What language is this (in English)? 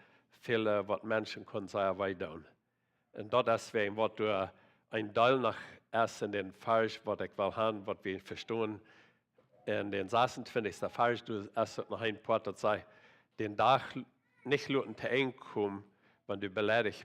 Plautdietsch